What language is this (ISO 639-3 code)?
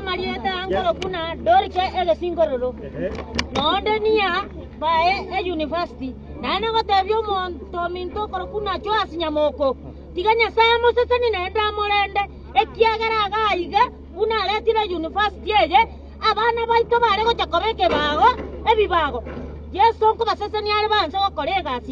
guz